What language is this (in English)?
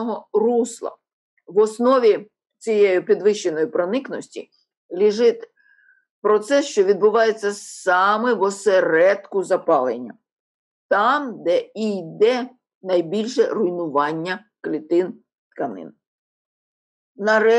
Ukrainian